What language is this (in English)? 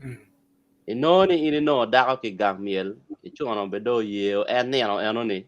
Acoli